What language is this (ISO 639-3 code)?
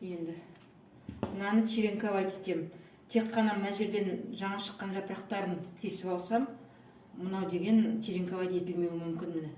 kaz